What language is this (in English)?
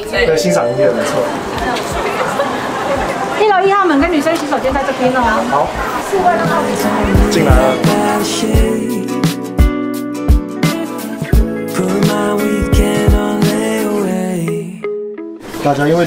Chinese